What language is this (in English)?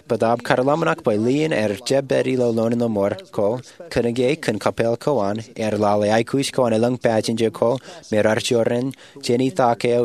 Marshallese